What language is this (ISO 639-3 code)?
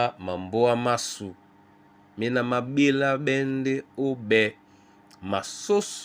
dua